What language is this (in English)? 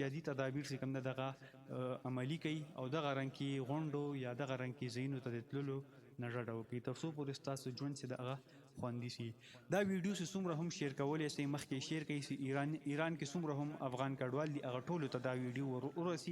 Pashto